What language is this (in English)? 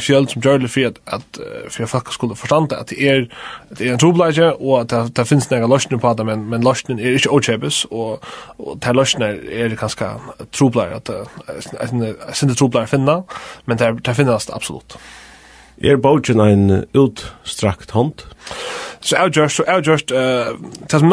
Faroese